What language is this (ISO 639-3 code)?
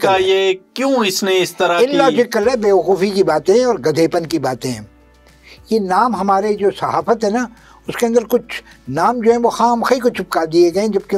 urd